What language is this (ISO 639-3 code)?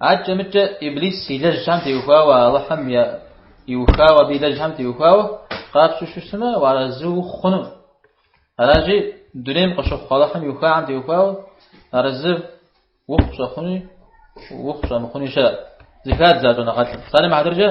kbd